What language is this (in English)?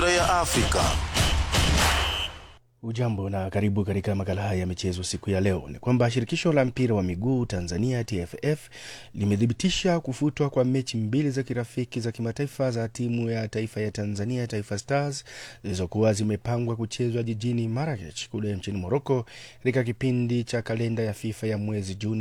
Swahili